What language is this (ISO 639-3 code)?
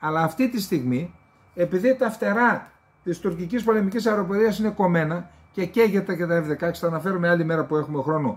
ell